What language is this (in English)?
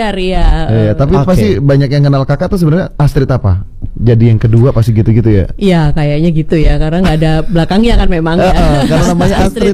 Indonesian